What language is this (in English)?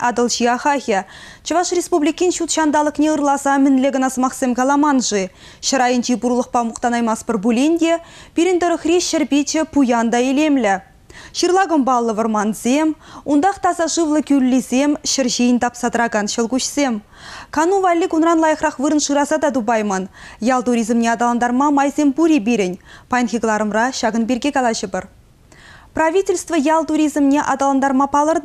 Chuvash